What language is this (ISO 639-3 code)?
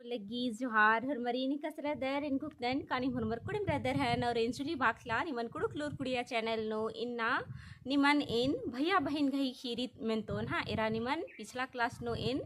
kru